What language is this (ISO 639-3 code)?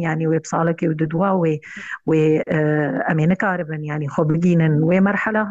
kur